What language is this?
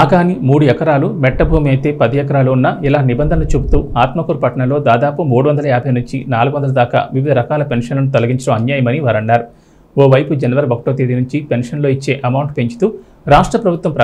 Telugu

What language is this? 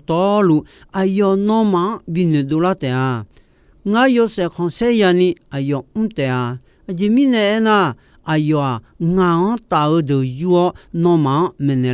Akha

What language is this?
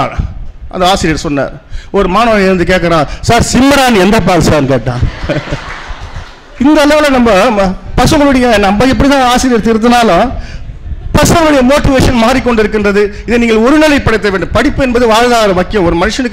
Tamil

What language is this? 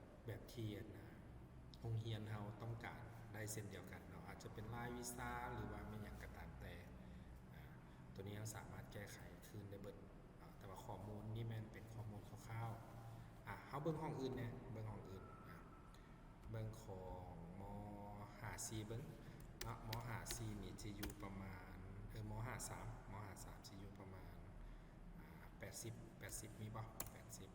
Lao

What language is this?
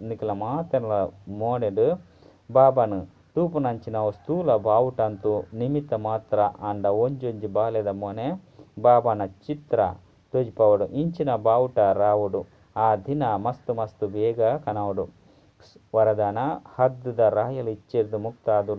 Tulu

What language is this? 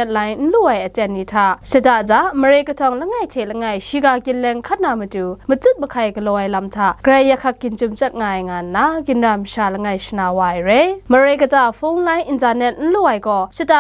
Kachin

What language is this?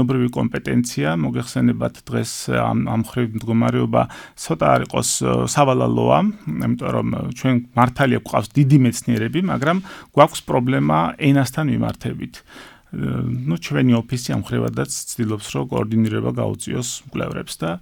Georgian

